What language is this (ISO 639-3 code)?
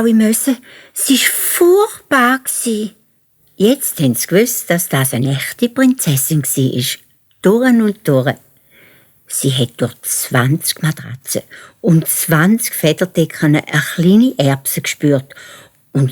gsw